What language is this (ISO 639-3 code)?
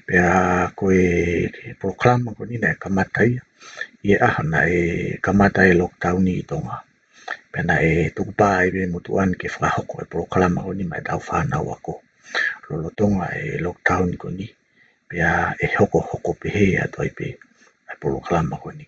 ton